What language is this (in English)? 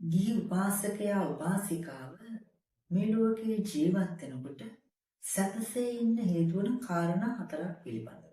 Sinhala